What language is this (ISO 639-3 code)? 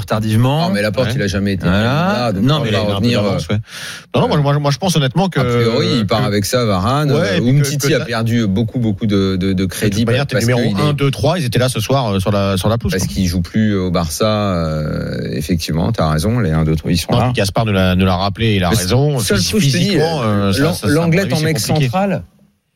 fra